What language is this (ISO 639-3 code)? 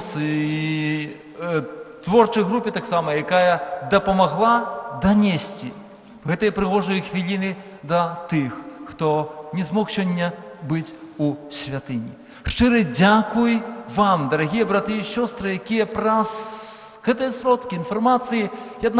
bel